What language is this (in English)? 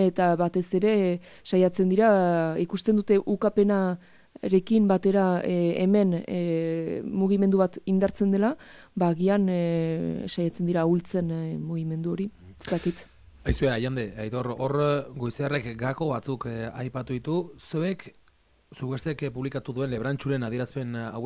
Basque